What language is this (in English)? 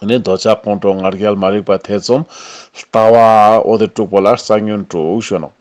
Ladakhi